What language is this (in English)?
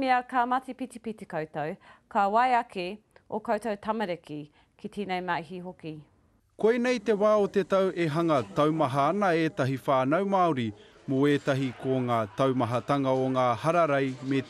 Māori